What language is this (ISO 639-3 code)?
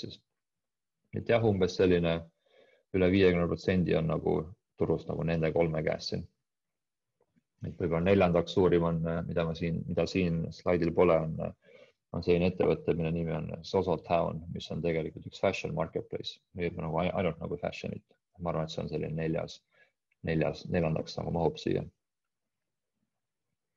est